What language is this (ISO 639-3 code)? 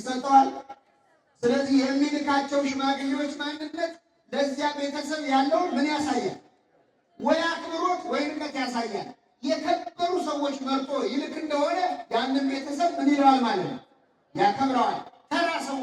amh